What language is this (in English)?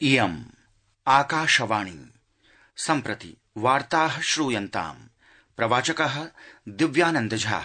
Sanskrit